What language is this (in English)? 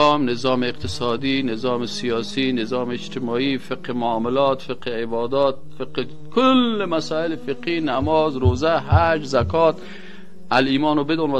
Tajik